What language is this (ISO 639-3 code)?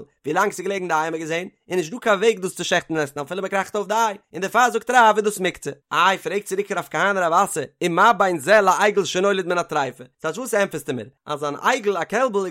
yid